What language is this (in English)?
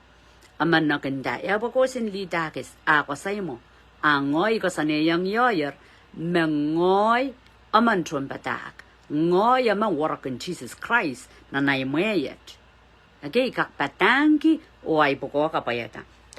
Pohnpeian